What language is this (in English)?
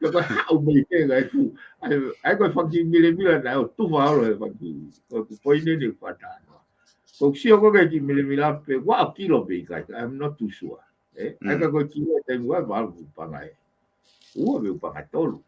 Tongan